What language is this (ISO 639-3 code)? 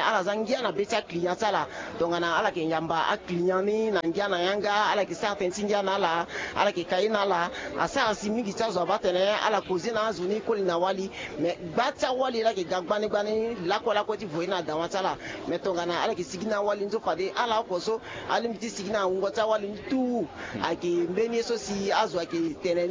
sag